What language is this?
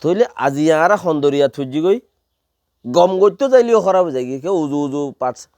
Rohingya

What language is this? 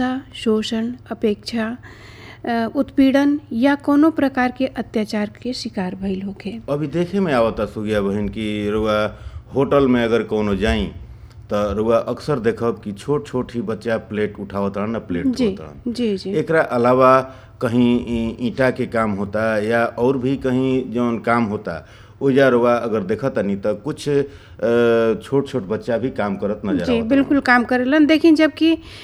Bhojpuri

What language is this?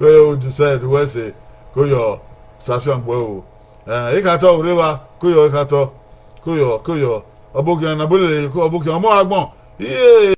Bini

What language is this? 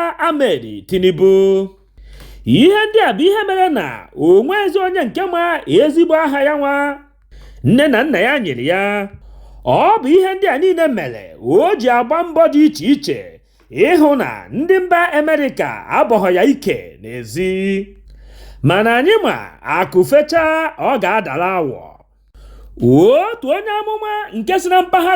Igbo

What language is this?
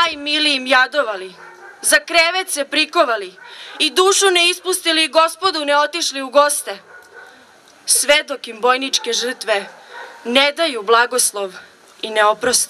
Serbian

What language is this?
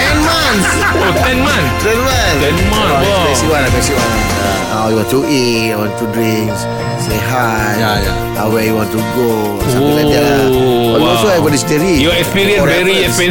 Malay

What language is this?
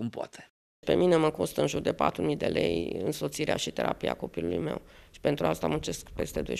Romanian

